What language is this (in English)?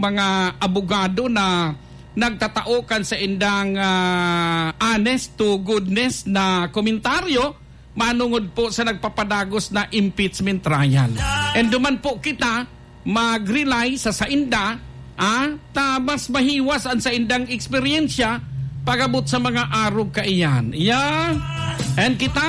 Bikol